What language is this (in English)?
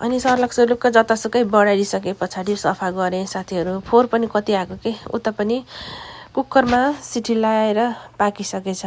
Nepali